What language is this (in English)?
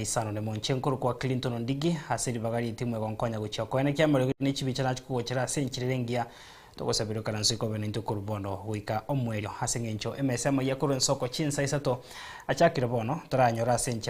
Gusii